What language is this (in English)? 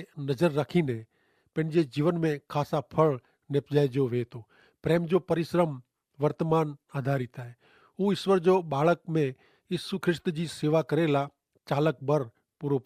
Kachhi